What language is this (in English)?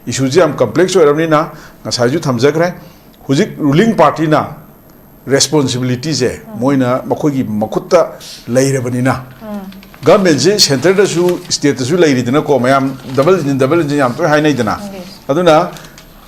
Manipuri